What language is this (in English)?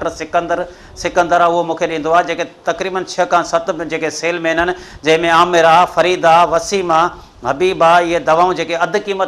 Sindhi